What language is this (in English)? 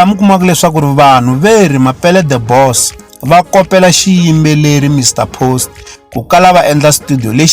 Tsonga